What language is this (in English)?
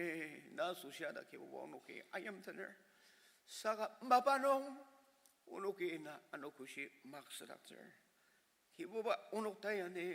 Ao Naga